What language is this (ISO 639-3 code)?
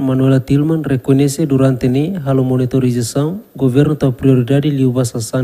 tet